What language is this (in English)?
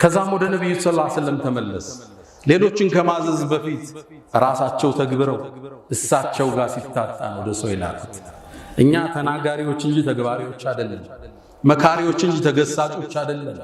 Amharic